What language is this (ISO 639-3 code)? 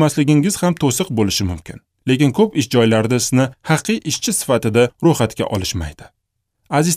uzb